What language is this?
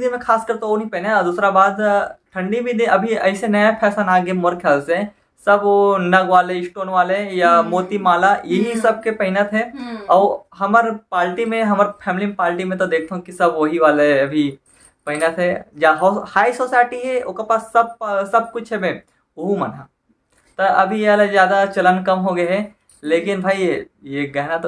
Chhattisgarhi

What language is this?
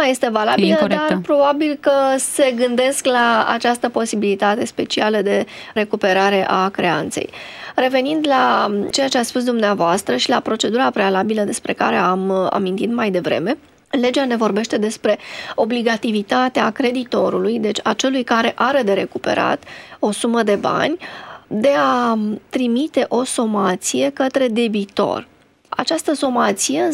Romanian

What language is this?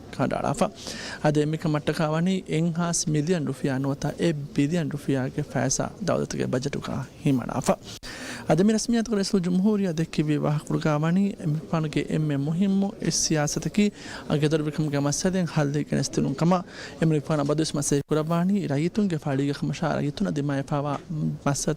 Divehi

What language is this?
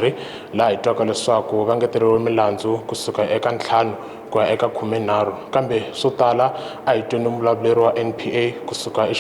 Tsonga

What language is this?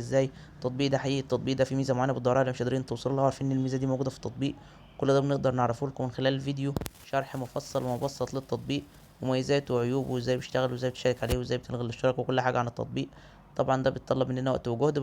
Egyptian Arabic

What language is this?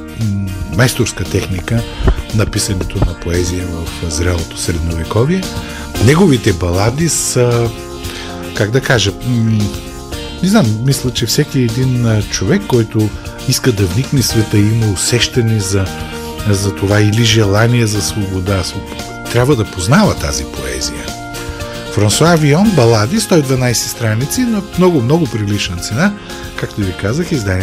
Bulgarian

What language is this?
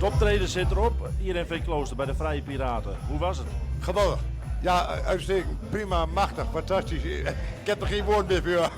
Western Frisian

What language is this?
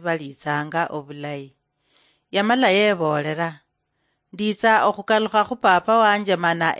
Luyia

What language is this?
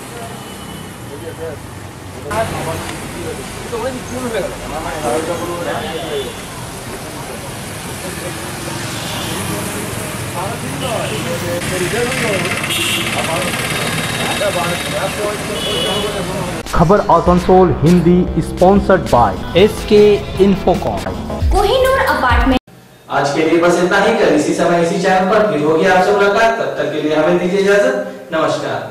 Hindi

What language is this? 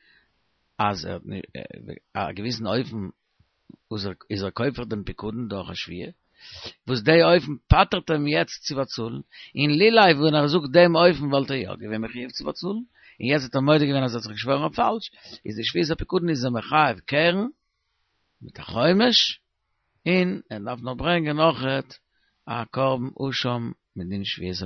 Yiddish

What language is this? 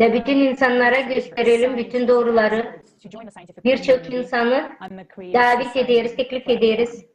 Gagauz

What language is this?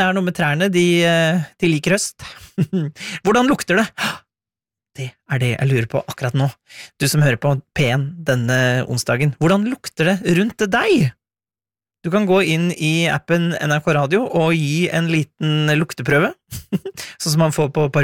Norwegian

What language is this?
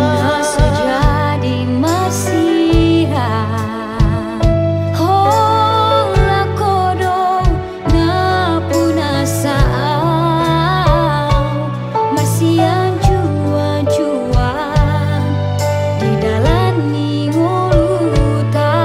Batak Toba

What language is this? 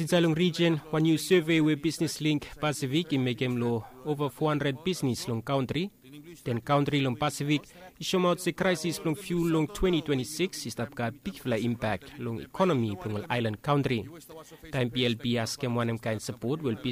Bislama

